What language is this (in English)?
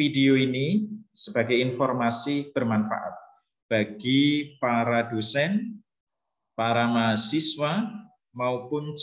Indonesian